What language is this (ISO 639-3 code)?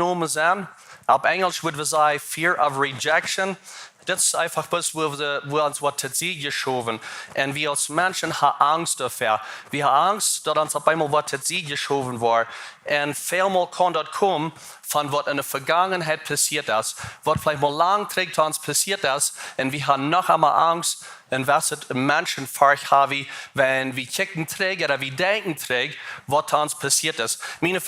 pdt